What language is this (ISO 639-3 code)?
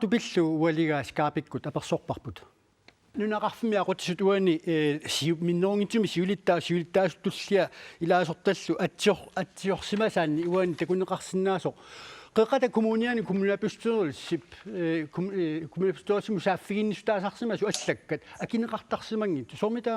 kal